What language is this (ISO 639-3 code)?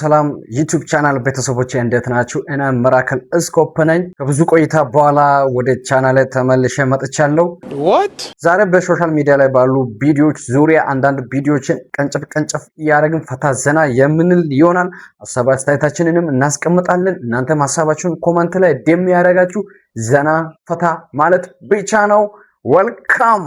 amh